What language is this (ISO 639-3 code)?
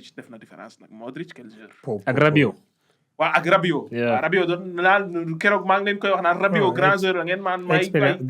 wol